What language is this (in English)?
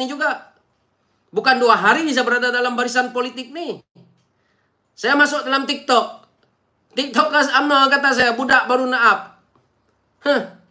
Malay